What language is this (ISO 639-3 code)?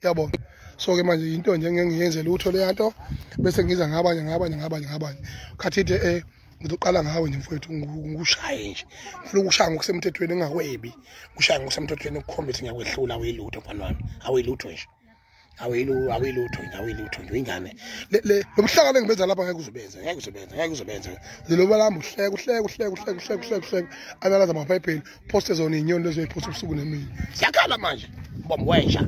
zul